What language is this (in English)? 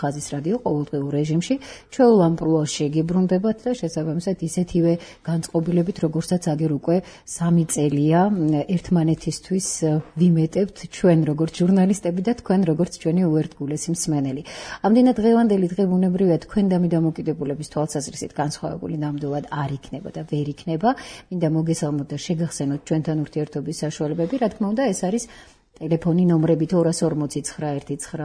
Georgian